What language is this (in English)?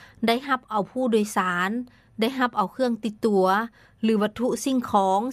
Lao